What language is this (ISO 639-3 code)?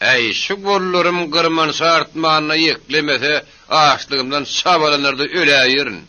tuk